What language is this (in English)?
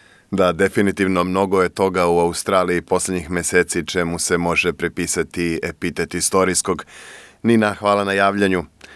Serbian